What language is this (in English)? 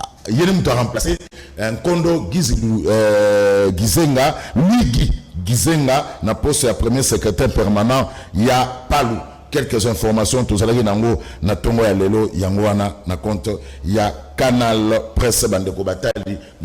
Lingala